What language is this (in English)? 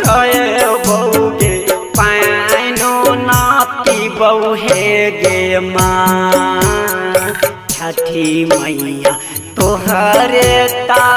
Bhojpuri